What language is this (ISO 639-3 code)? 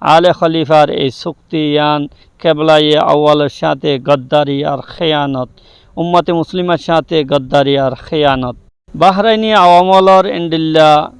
rhg